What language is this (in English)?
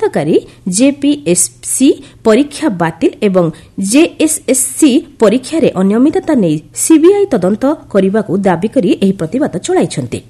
Odia